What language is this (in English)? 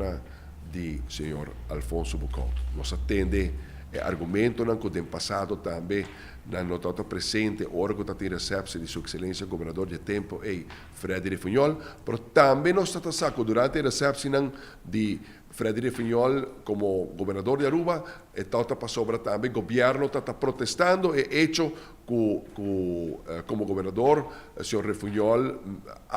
Papiamento